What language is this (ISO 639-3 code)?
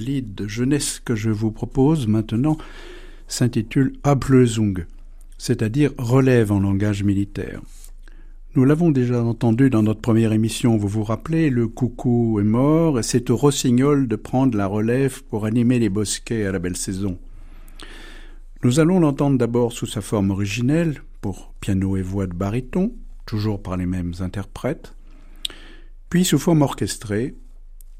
fra